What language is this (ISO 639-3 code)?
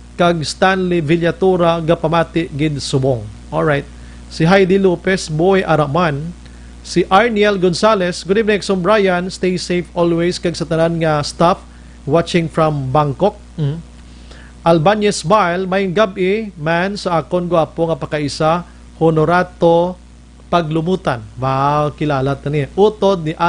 hil